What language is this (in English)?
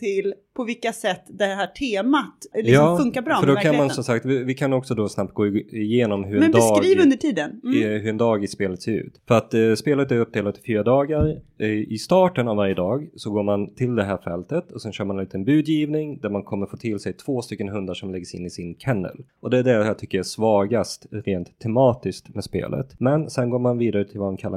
Swedish